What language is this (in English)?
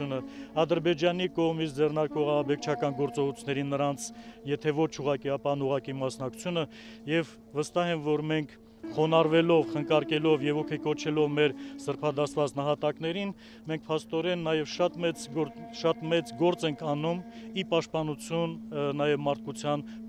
Armenian